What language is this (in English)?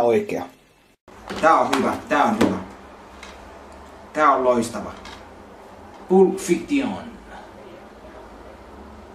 Finnish